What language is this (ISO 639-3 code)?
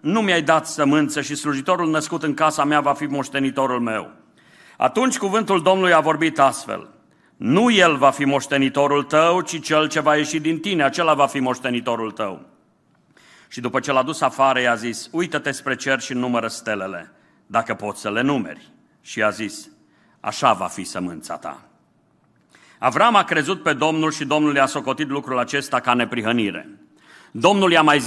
ron